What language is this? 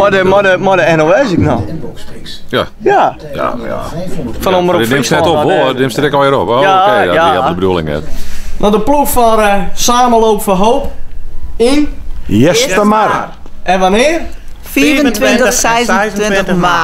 Western Frisian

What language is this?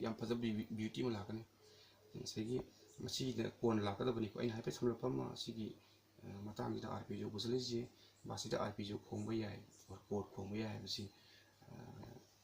Manipuri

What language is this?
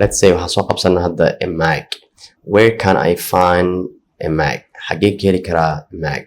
Somali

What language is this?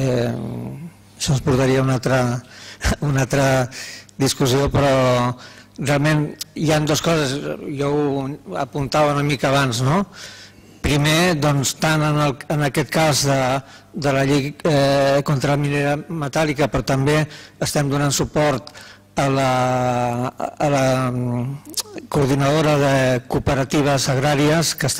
Catalan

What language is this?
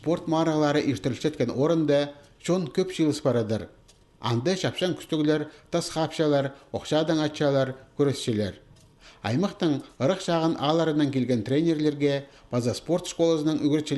Khakas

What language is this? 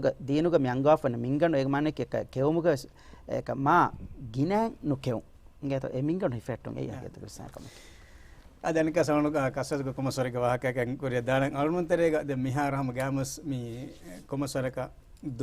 Divehi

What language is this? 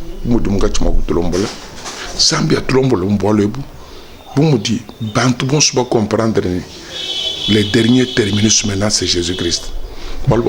Luba-Lulua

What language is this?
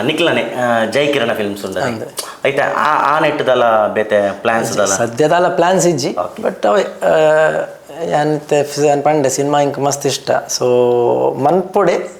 Tulu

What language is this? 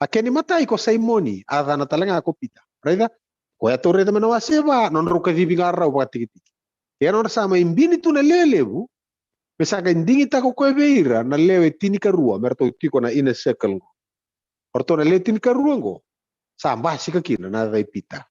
Fijian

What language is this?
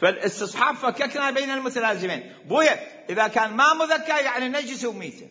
Mesopotamian Arabic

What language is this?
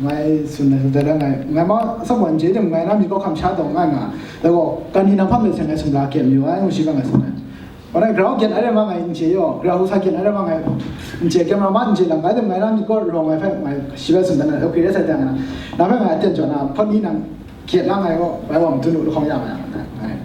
Kachin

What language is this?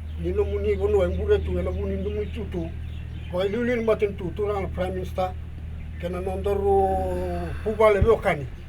Fijian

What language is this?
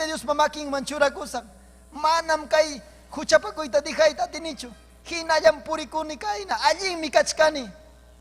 Ayacucho Quechua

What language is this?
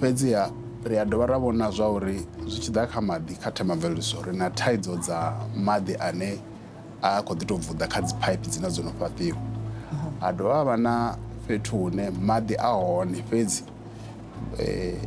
Venda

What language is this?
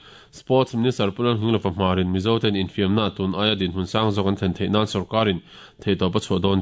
Mizo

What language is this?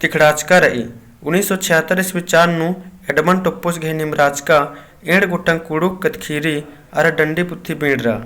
Kurukh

